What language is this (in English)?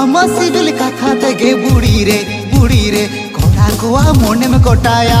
Santali